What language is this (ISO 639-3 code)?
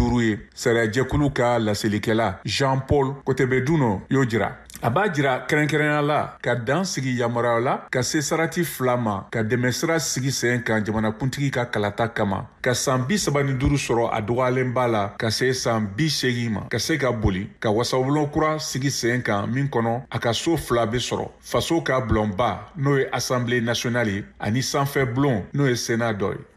bam